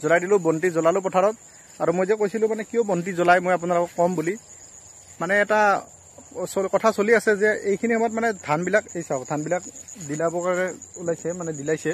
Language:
Assamese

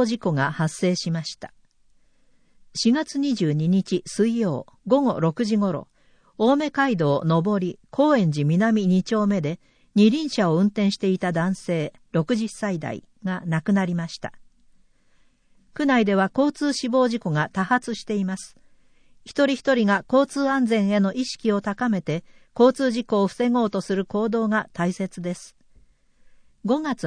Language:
Japanese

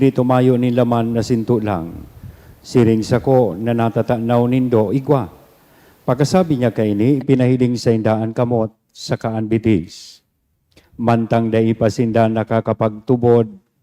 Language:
Bikol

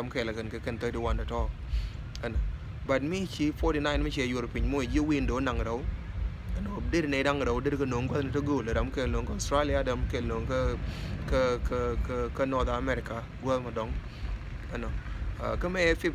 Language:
Nuer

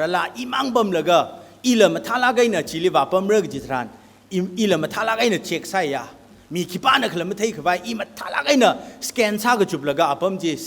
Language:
Tangkhul Naga (India)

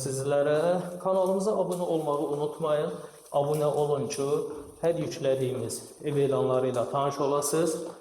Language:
Azerbaijani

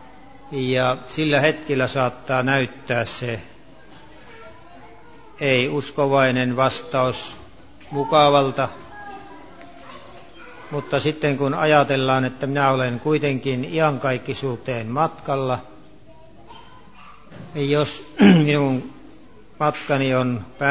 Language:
Finnish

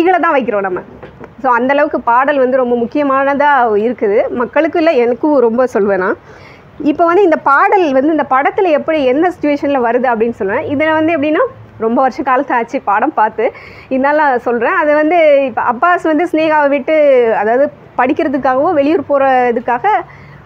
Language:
Tamil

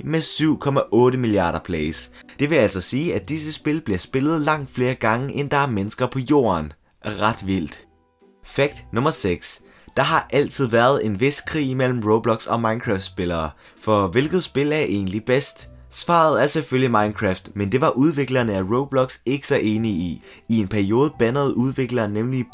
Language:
Danish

